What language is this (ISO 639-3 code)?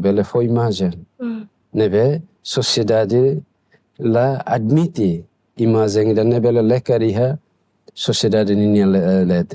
tet